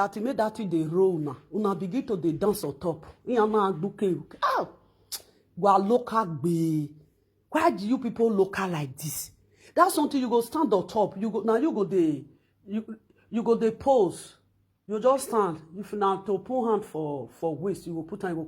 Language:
Nigerian Pidgin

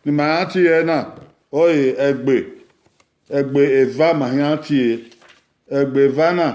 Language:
Bini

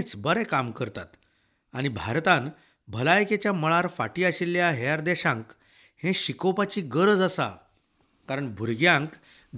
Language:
Konkani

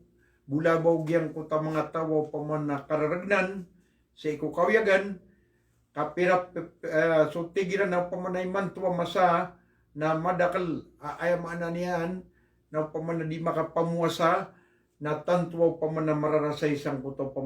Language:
Maranao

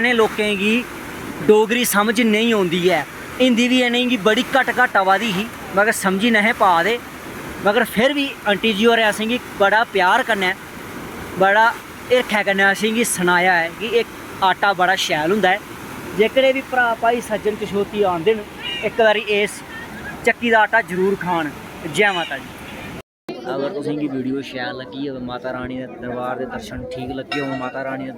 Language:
Dogri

